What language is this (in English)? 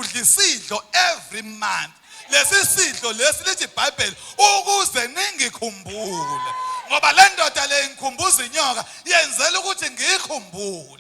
Zulu